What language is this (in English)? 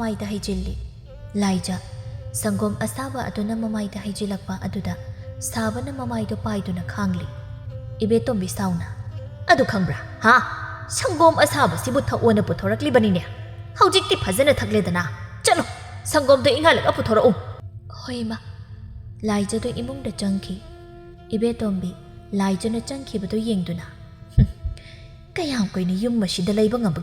Manipuri